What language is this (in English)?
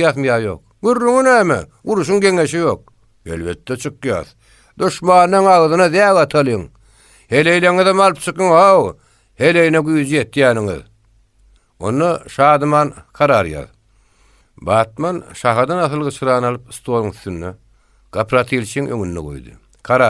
Turkmen